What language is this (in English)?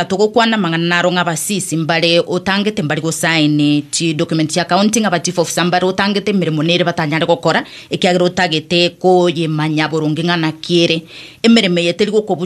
Gusii